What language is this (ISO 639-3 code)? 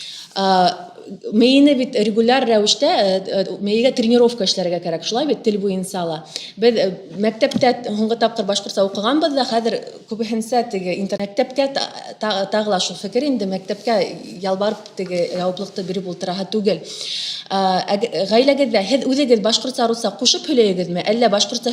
bak